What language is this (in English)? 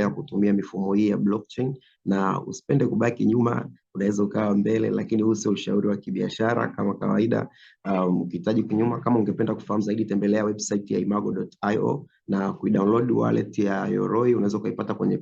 Swahili